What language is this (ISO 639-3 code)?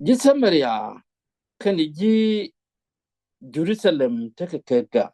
nus